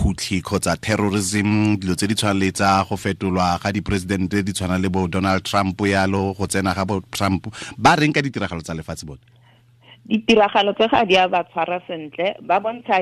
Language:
Tswana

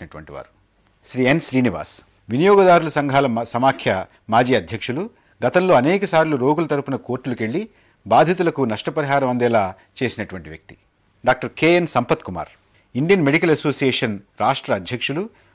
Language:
Telugu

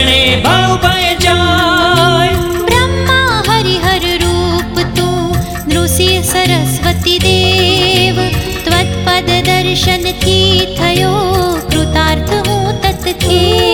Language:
Gujarati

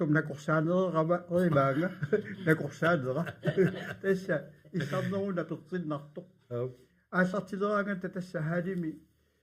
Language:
Kalaallisut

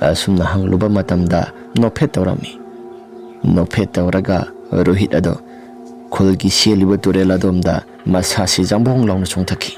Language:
Manipuri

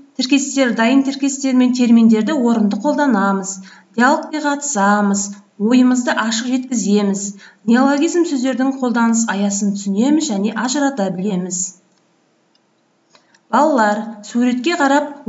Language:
Kazakh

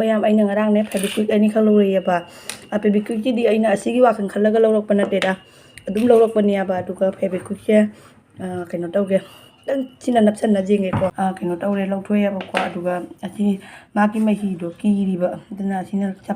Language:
Manipuri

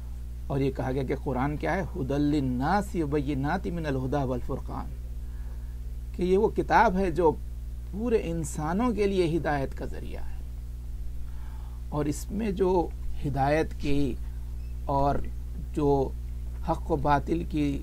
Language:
Urdu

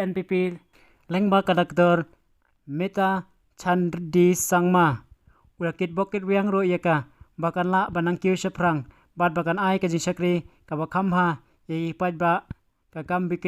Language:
Khasi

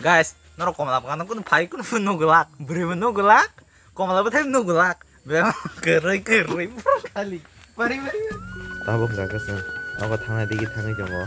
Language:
Kok Borok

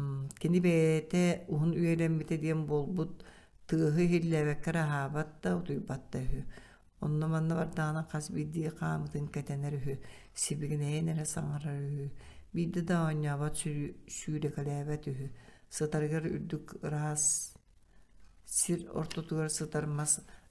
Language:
Yakut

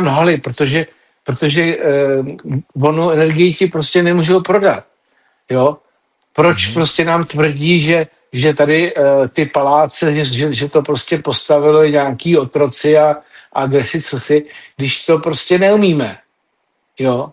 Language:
Czech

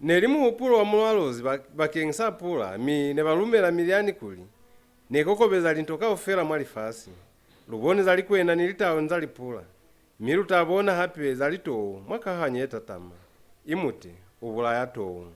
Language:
Lozi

